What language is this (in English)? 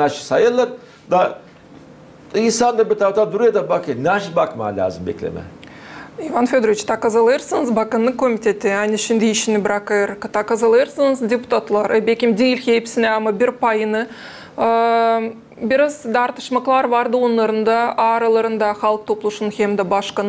Gagauz